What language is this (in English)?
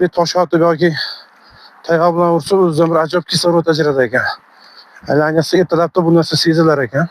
Uzbek